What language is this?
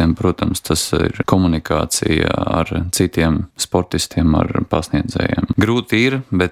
Latvian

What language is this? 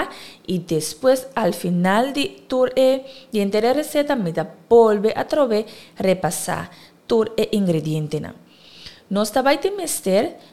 Papiamento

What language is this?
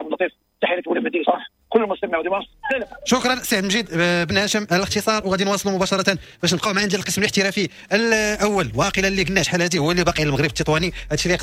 Moroccan Arabic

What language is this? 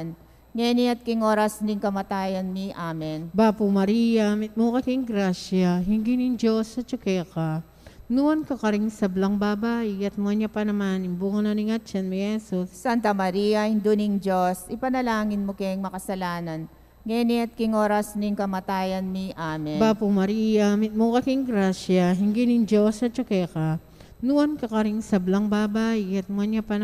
Pampanga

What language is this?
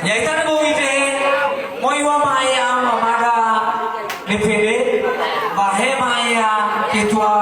Nias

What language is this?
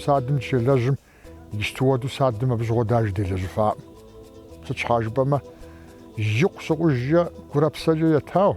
Kabardian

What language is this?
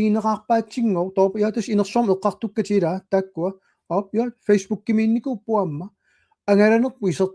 Kalaallisut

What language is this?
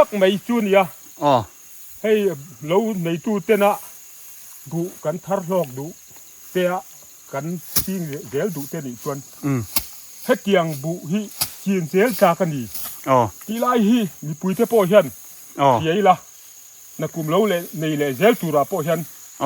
Biete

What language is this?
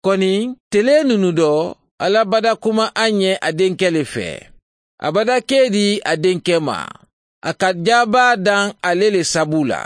Mandingo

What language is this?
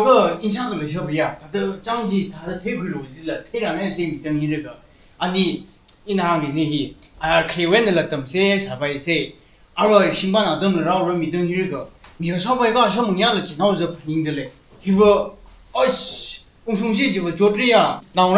Tangkhul Naga (India)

